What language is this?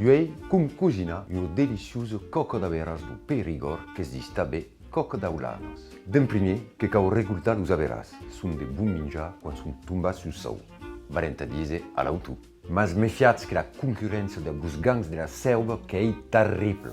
Occitan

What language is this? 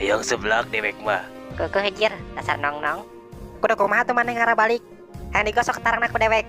Sundanese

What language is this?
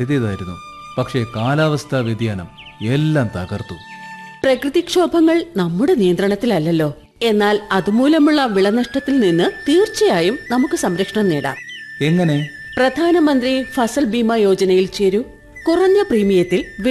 Malayalam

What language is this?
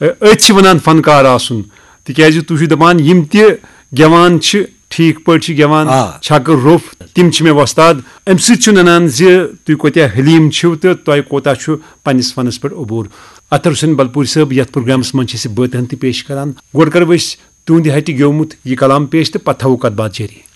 Kashmiri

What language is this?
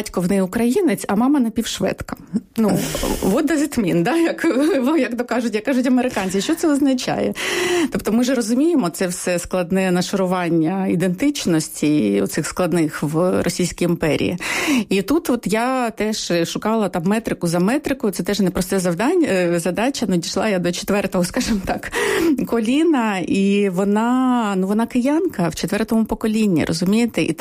Ukrainian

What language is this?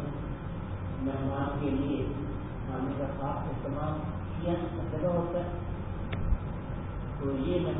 Urdu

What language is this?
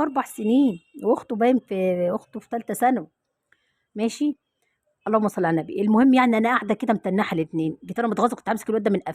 Egyptian Arabic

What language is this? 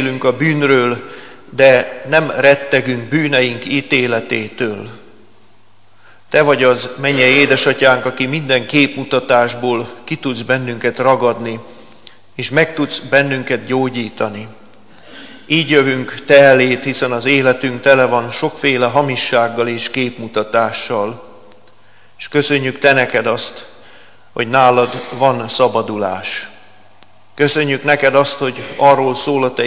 Hungarian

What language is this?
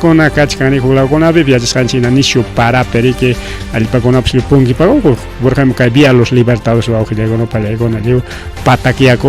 Ayacucho Quechua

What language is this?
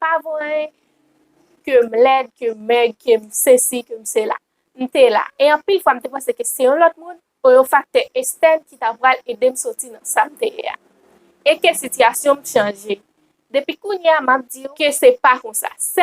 Haitian Creole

